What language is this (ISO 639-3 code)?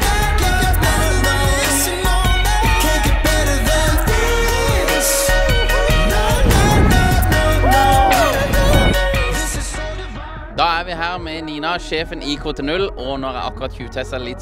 nor